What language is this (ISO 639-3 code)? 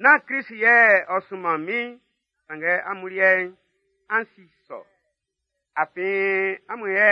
bci